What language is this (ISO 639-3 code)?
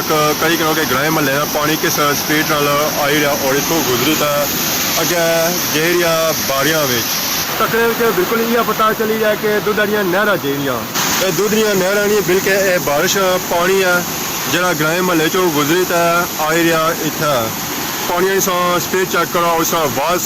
phr